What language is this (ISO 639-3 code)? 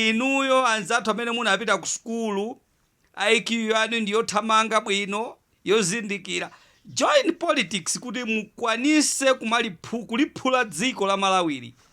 nya